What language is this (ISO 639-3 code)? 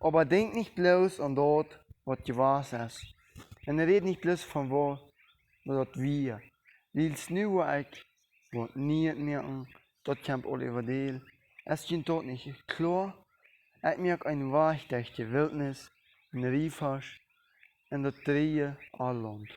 pdt